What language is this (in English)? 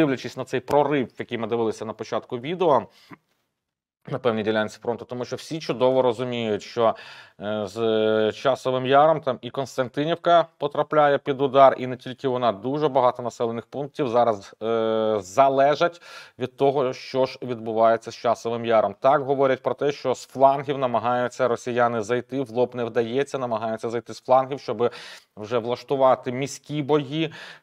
Ukrainian